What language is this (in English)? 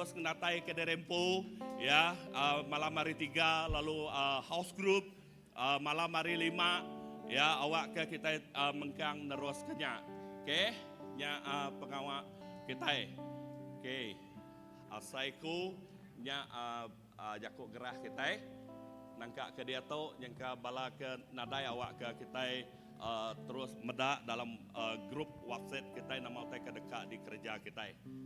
Iban